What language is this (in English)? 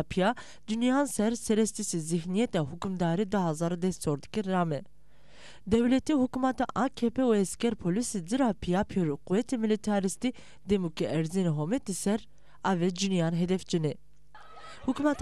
Zaza